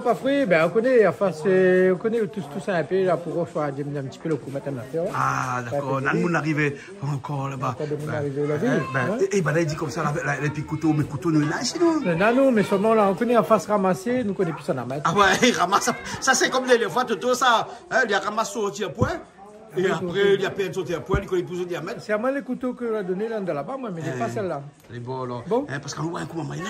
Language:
Réunion Creole French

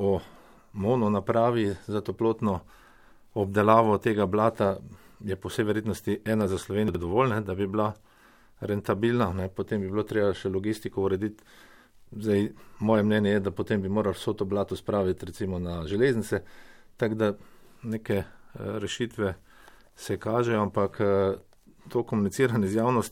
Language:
Slovenian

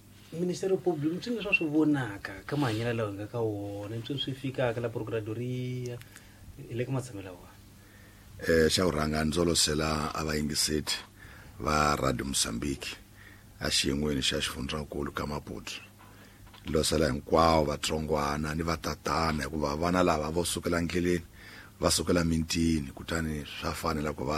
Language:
Tsonga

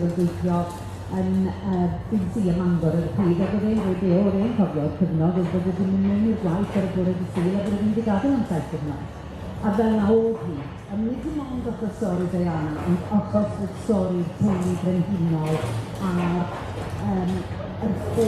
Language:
Welsh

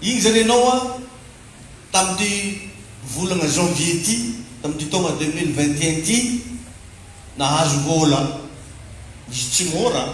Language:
Malagasy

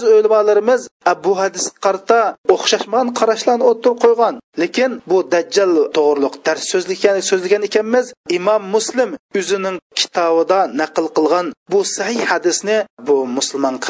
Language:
Uyghur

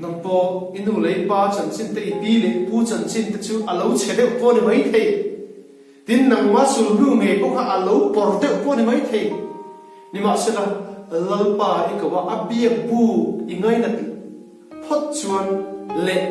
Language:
Hmar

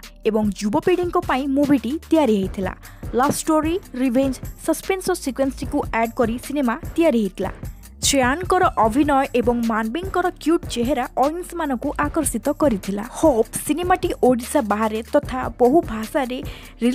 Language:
Odia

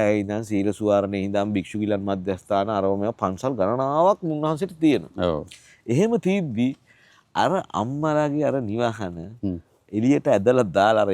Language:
Sinhala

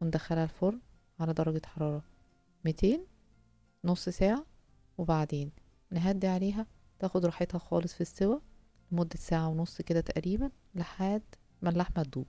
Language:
Egyptian Arabic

